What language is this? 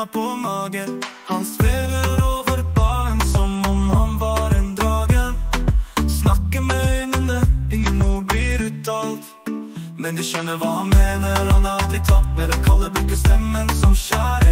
Norwegian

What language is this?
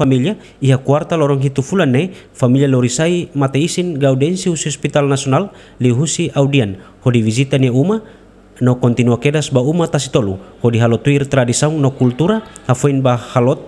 Tetum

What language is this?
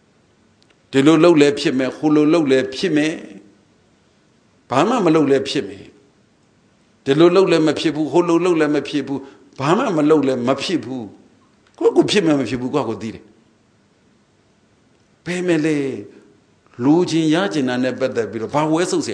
Burmese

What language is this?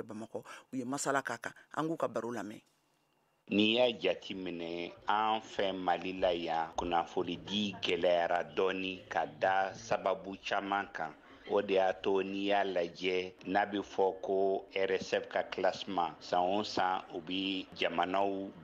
Bambara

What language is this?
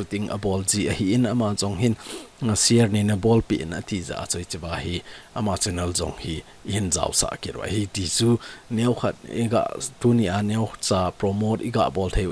Thado Chin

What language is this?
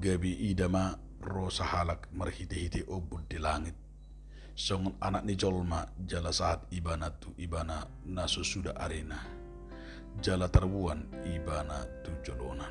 Batak Toba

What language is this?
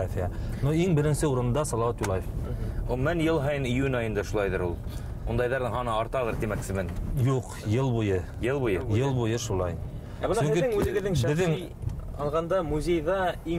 Bashkir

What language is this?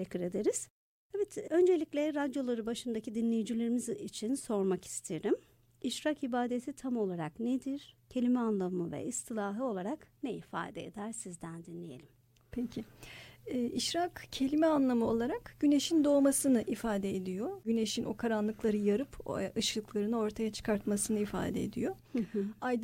Turkish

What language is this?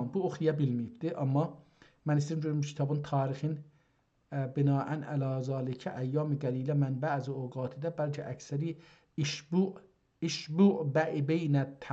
South Azerbaijani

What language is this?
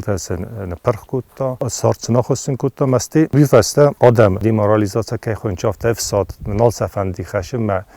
Ossetic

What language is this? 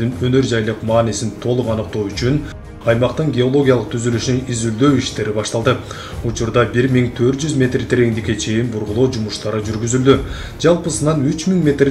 Kyrgyz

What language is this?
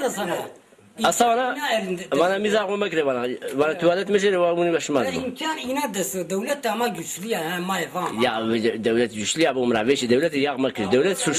Zaza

